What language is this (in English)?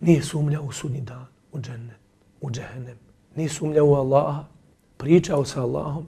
Bosnian